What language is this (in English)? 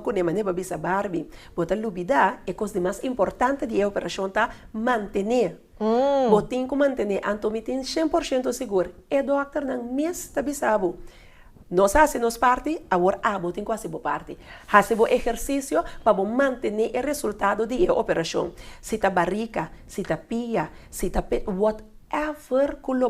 Papiamento